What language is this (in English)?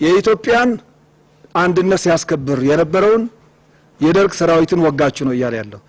Amharic